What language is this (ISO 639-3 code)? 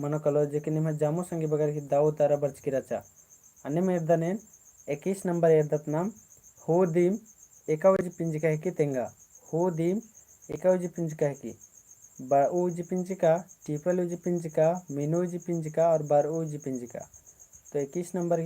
kru